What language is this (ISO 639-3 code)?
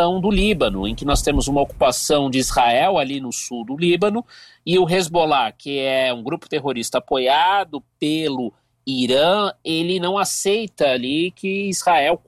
por